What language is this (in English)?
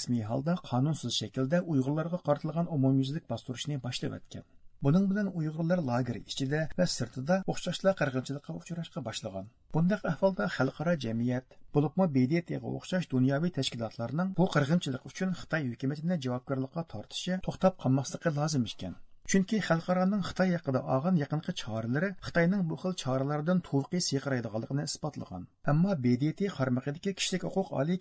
Uyghur